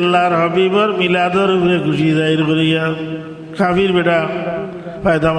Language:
Sylheti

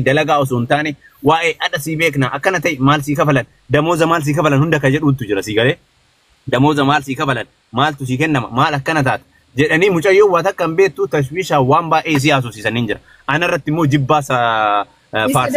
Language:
Oromo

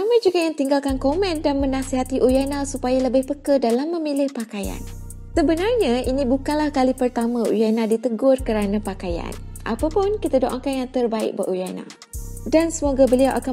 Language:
Malay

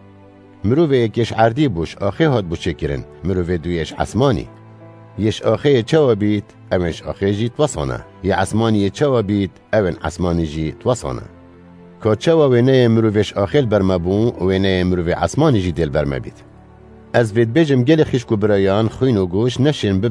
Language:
Kurdish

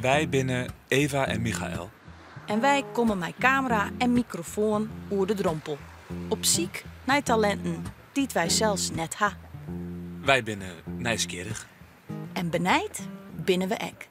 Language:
Western Frisian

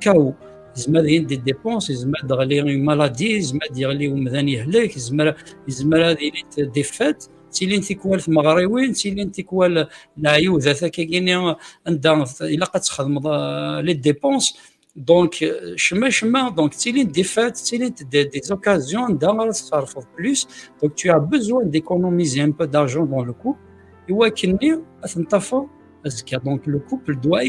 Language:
Kabyle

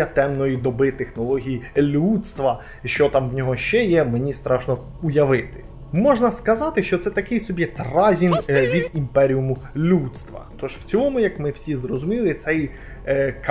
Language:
Ukrainian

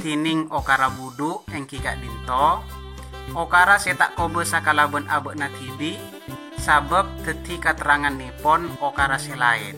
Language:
Madurese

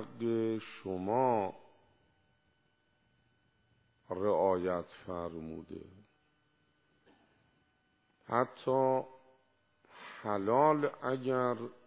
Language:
Persian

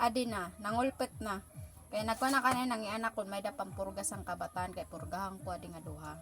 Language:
Waray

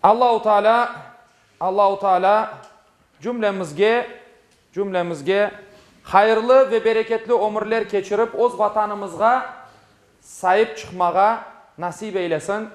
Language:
Crimean Tatar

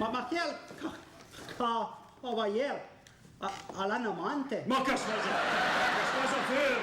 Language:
Piedmontese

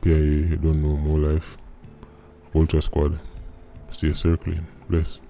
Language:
Jamaican Creole English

